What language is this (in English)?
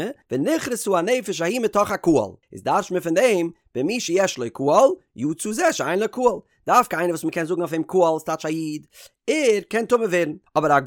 Yiddish